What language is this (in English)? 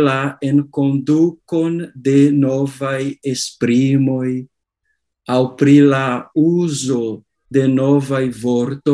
Esperanto